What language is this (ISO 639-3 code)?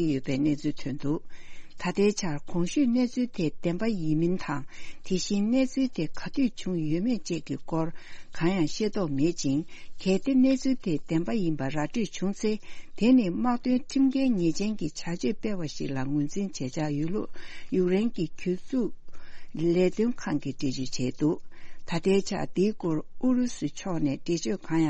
bod